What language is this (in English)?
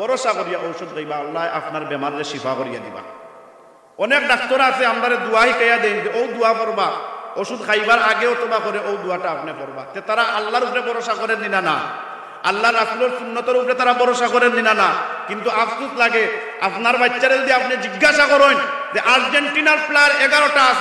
Sylheti